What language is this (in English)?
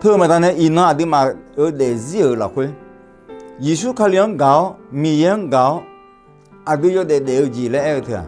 Akha